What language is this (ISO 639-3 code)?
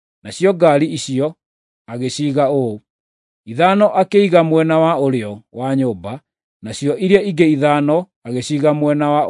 kik